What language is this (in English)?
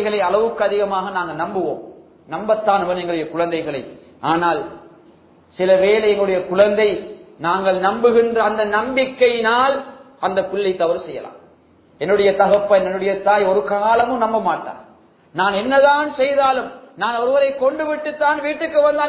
Tamil